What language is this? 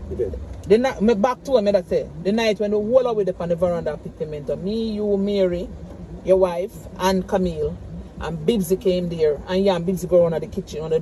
Jamaican Creole English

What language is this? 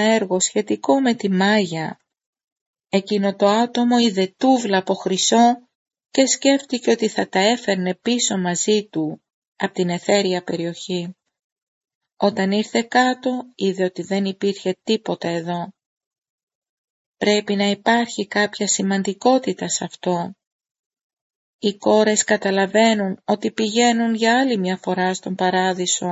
Greek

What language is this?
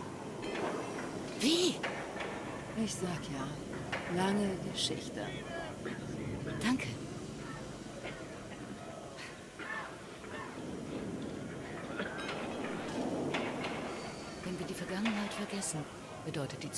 German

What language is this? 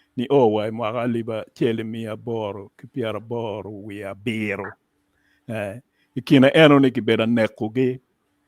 Acoli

